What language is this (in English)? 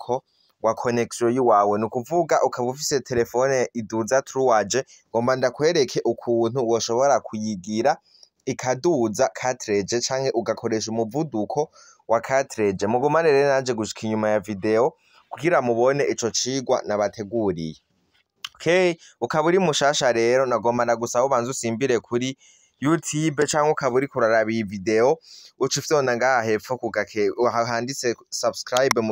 Rundi